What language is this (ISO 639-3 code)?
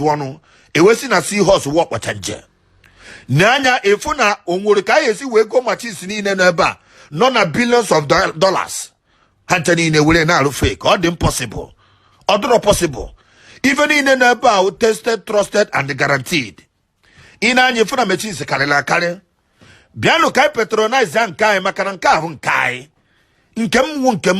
ibo